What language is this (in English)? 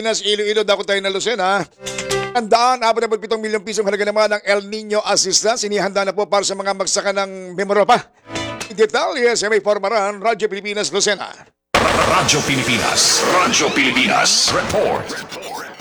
Filipino